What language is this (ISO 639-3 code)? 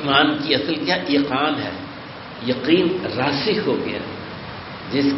urd